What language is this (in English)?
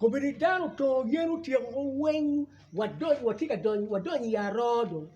Acoli